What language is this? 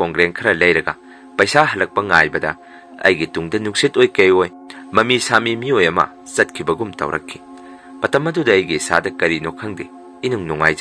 Manipuri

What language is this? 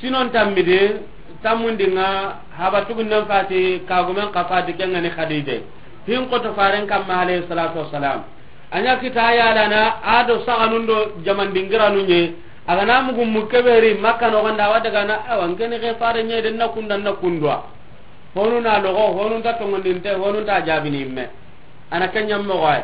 Soninke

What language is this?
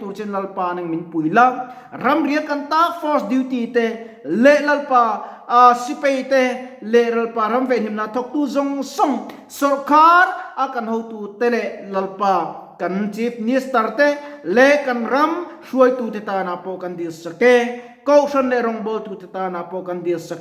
Mizo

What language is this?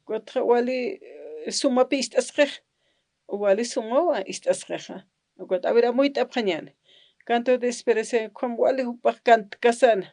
Aymara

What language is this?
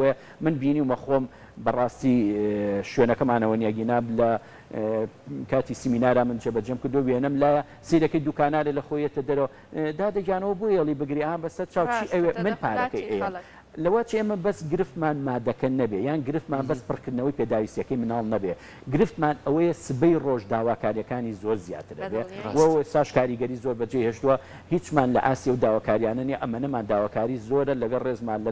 Central Kurdish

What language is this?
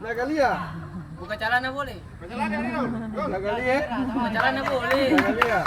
Ambonese Malay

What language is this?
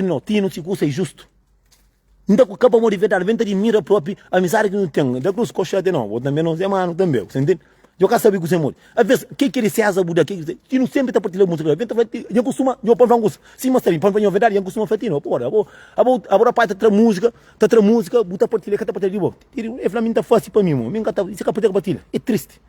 Kabuverdianu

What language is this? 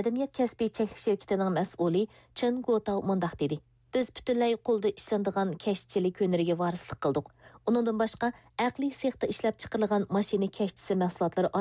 Uyghur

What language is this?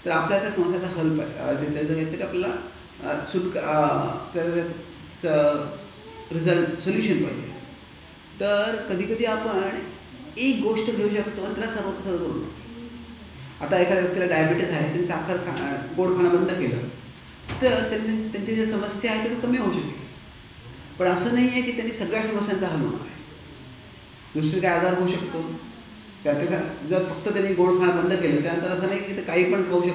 Marathi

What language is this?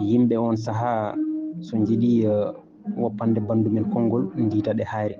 Fula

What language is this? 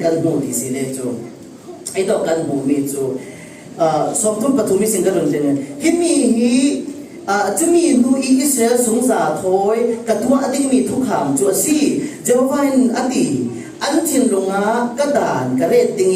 Falam Chin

